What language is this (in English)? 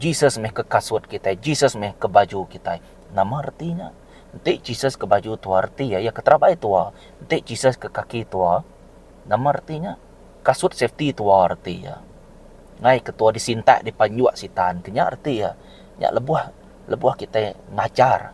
Iban